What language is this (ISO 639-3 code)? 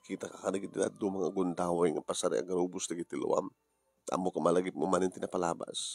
ilo